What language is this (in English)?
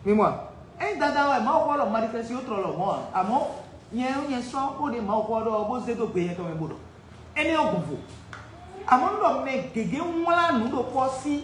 Fon